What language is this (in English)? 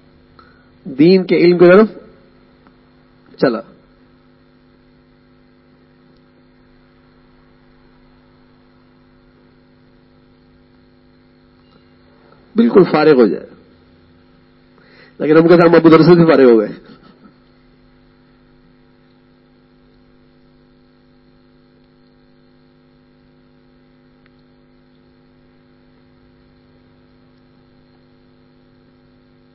Urdu